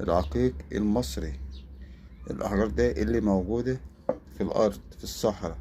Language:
Egyptian Arabic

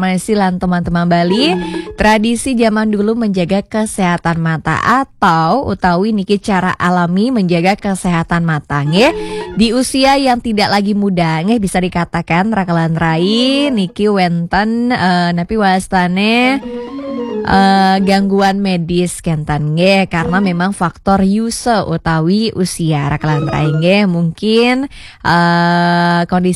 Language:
Balinese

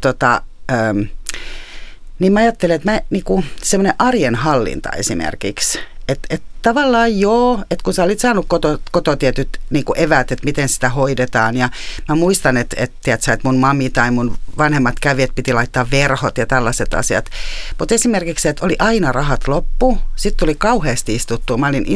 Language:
Finnish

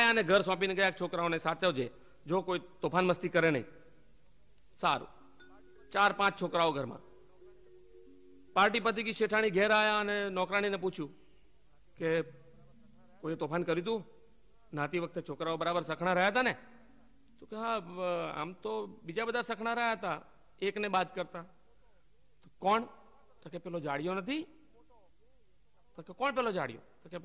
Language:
Gujarati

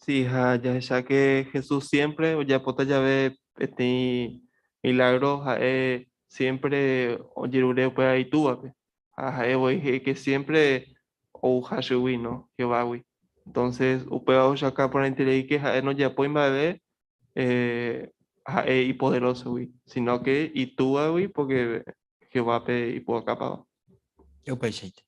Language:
Guarani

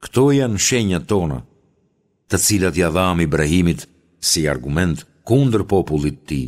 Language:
Albanian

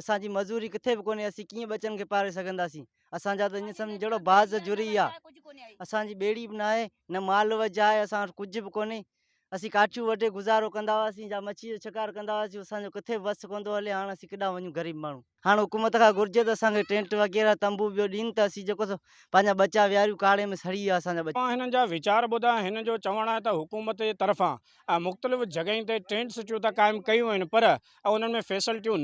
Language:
Sindhi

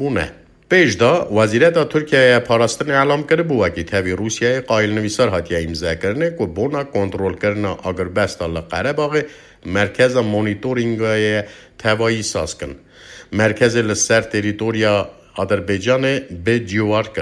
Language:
Kurdish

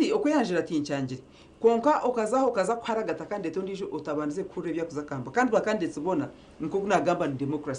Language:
Nyankole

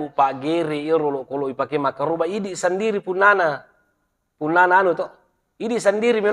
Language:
Buginese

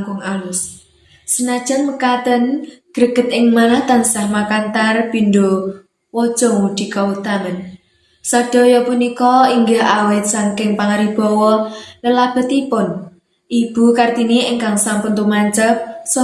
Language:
Javanese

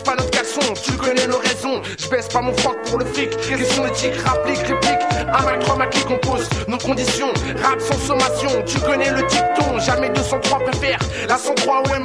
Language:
French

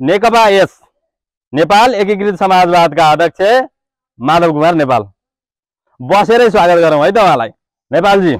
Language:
Nepali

